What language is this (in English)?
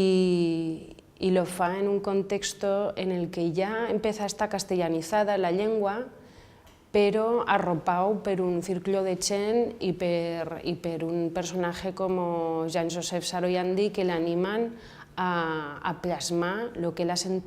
Aragonese